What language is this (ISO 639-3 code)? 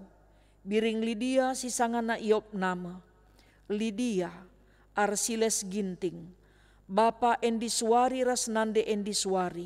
btx